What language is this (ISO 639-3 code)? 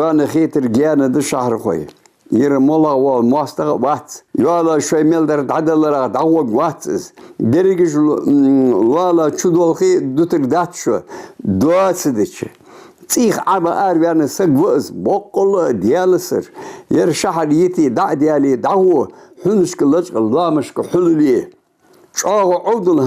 inh